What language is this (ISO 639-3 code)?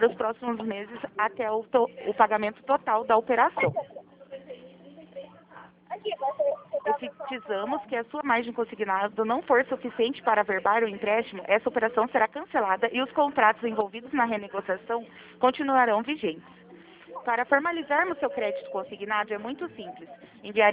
por